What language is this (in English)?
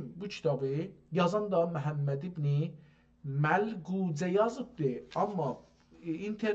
South Azerbaijani